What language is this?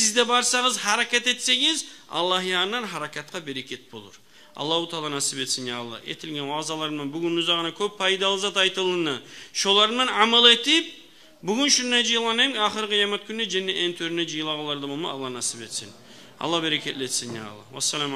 Kumyk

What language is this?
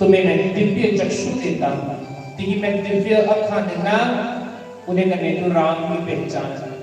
Dogri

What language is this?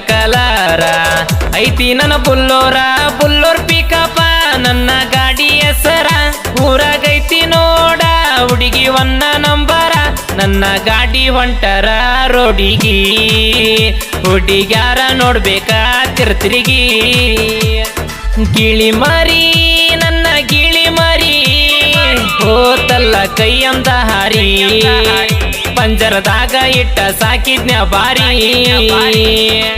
Kannada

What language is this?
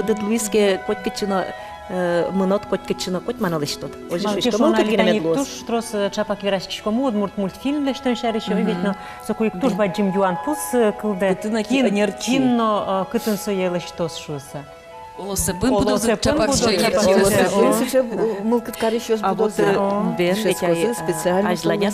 Udmurt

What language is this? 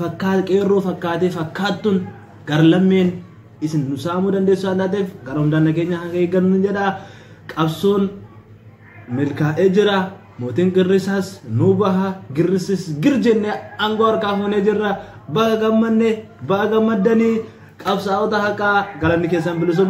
Oromo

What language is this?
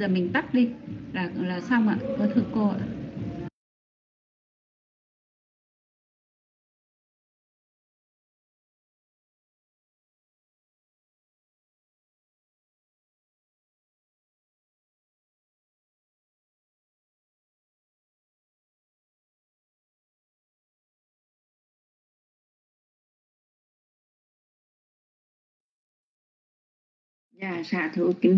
Vietnamese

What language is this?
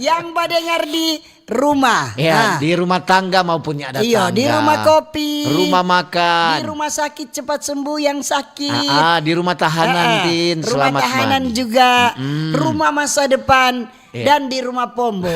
Manado Malay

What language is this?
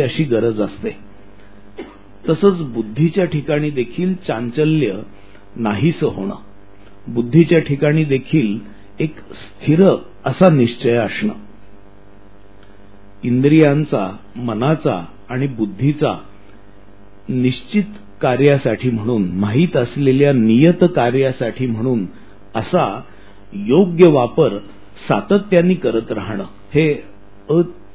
Marathi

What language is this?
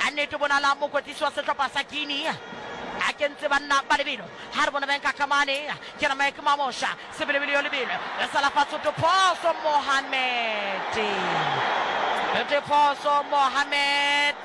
Southern Sotho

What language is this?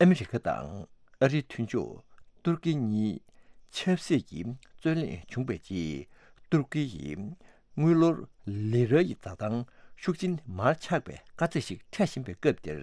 Tibetan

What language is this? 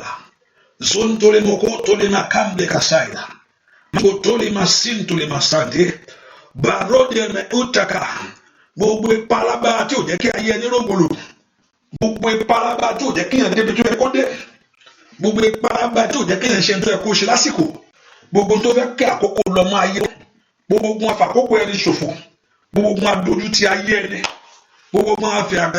Yoruba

